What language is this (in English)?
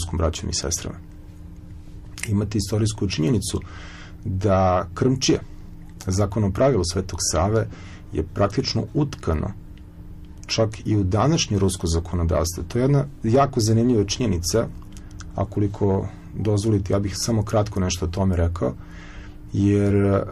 Serbian